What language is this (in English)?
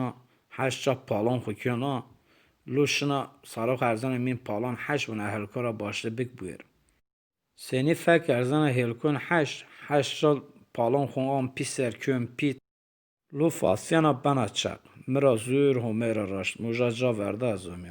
Zaza